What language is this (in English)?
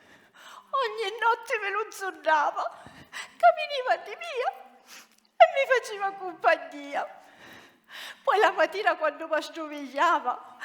Sicilian